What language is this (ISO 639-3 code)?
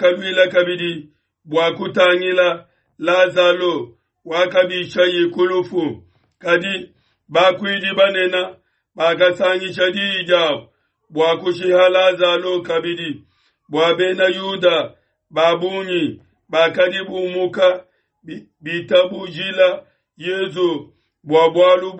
lua